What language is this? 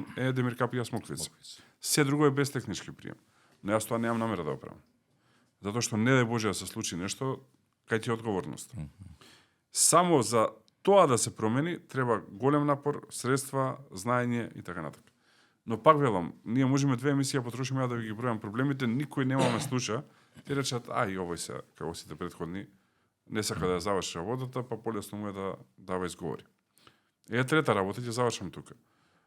Macedonian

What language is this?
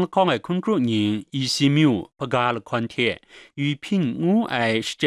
Kachin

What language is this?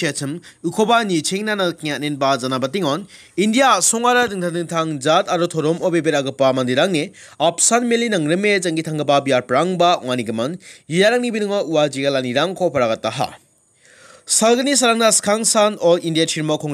Garo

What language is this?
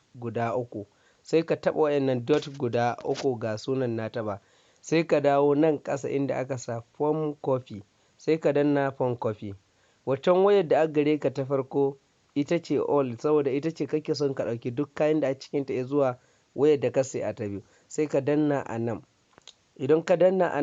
Hausa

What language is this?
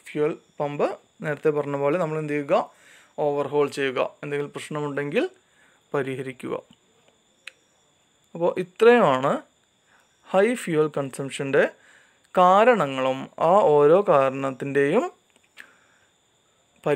Malayalam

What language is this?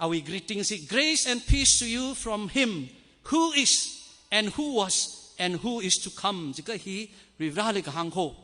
Tangkhul Naga (India)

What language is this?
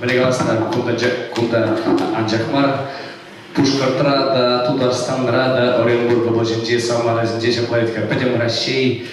Chuvash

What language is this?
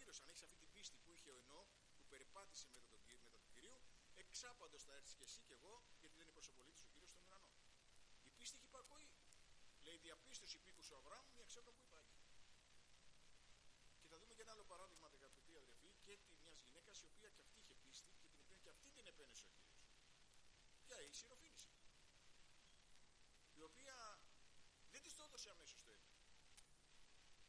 Greek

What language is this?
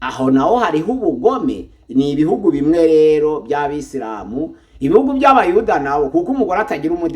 Kinyarwanda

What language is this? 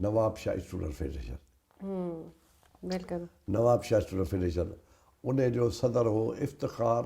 Sindhi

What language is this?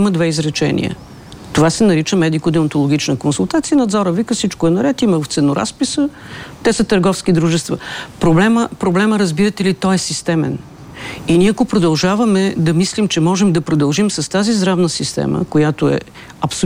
Bulgarian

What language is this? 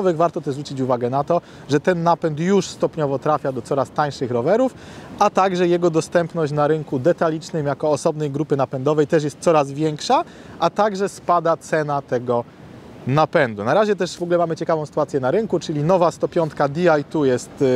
Polish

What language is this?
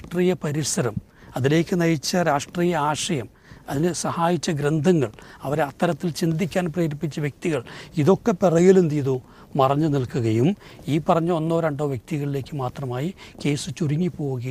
Malayalam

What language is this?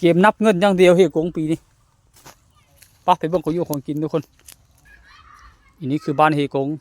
Lao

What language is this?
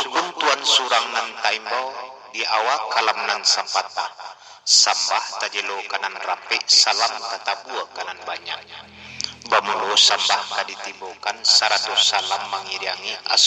Minangkabau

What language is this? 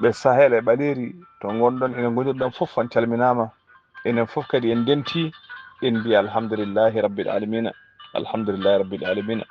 Fula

